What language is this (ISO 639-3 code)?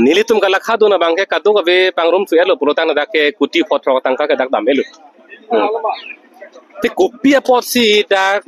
mjw